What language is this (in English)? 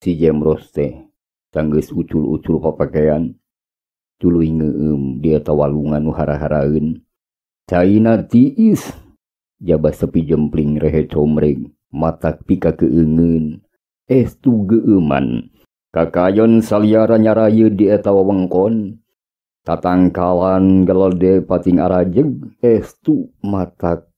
Sundanese